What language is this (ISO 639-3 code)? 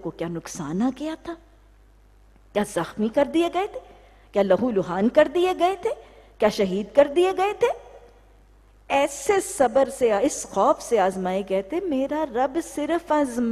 urd